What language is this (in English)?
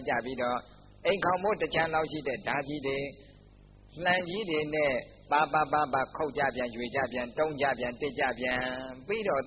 Burmese